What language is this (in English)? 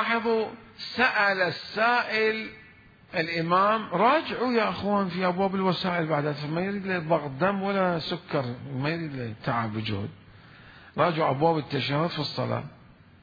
Mesopotamian Arabic